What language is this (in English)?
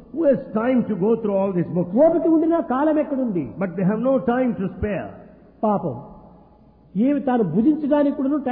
Telugu